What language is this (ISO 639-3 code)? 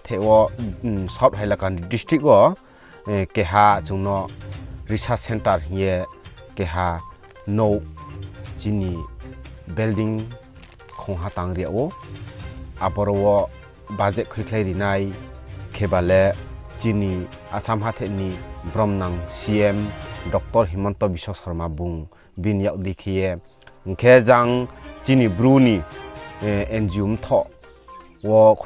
ria